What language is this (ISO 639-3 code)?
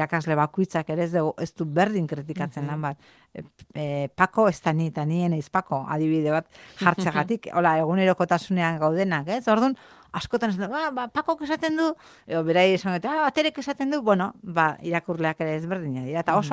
eus